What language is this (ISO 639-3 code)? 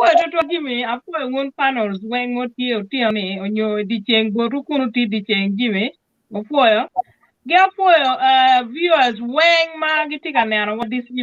ach